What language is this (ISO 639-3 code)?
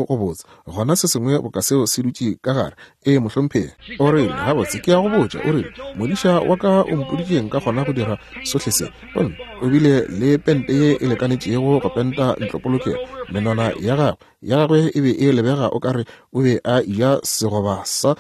nso